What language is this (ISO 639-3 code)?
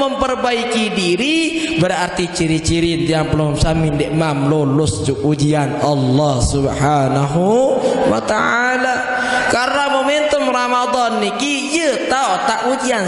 sas